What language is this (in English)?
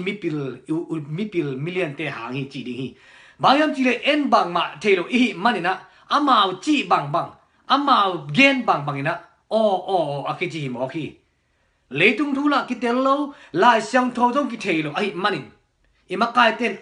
Tedim Chin